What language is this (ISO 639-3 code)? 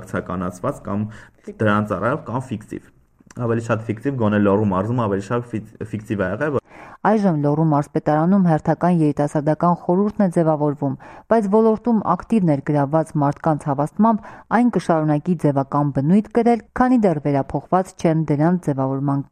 hye